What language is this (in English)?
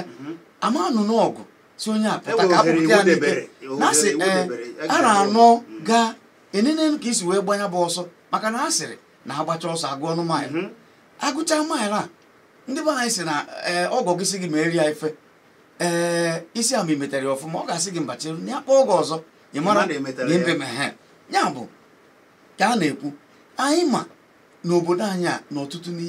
Igbo